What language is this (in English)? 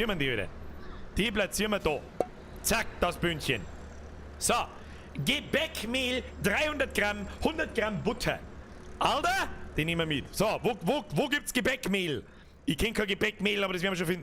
Bavarian